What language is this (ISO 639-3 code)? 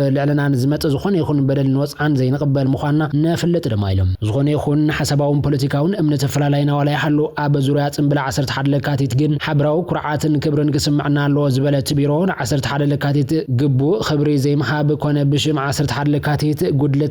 tir